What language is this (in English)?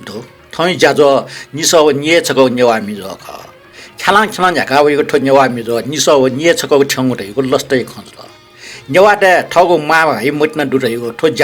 Newari